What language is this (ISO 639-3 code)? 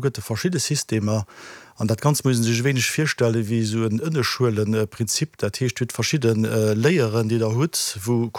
ltz